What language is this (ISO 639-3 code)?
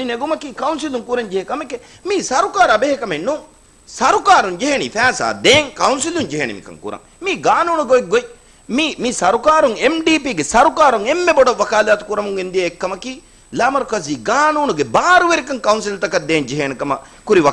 div